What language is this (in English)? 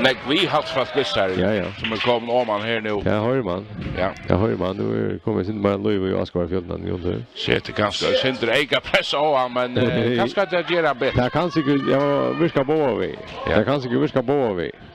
Faroese